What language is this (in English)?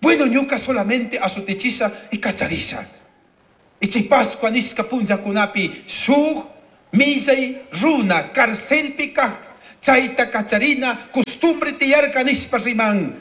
Chimborazo Highland Quichua